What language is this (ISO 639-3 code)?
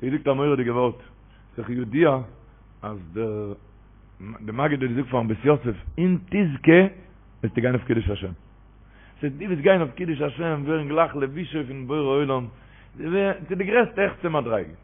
yid